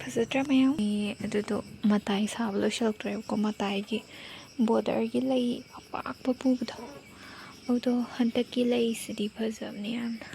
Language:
Manipuri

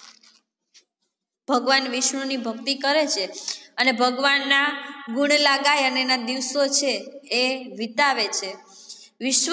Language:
Gujarati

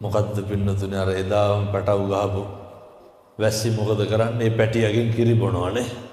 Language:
Sinhala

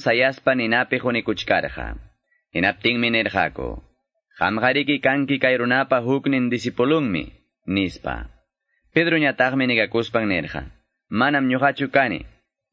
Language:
Quechua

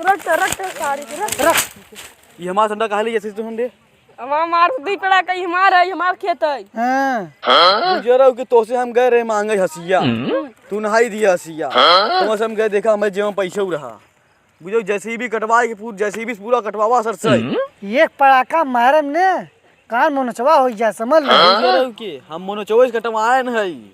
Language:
Awadhi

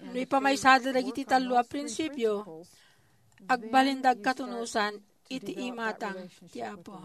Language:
Iloko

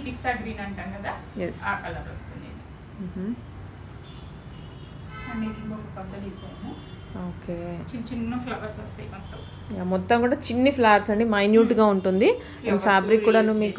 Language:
Telugu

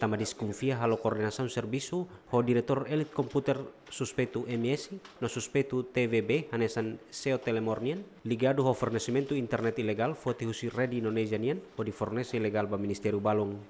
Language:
Tetum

